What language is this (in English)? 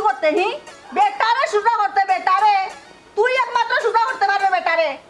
Sylheti